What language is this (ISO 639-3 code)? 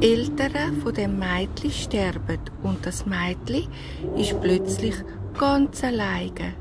gsw